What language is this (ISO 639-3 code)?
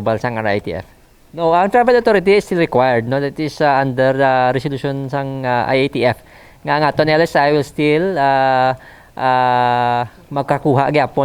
hil